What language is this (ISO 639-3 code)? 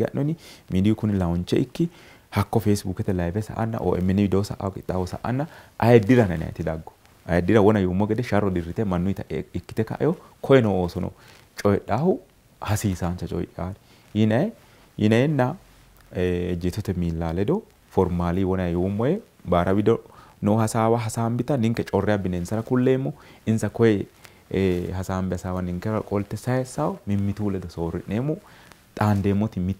sid